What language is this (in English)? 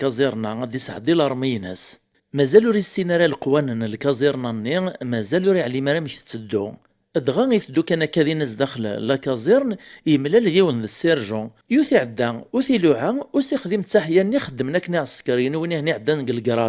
Kabyle